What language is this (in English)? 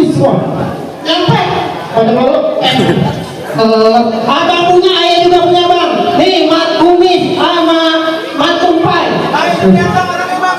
Betawi